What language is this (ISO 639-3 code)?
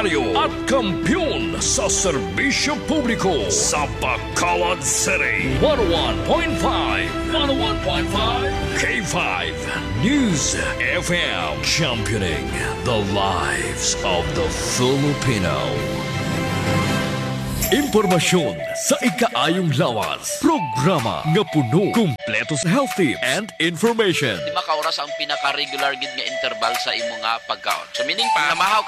hil